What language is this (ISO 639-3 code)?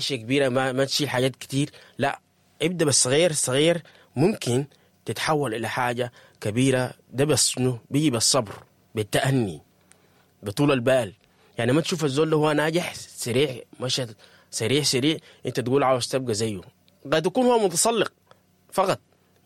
apd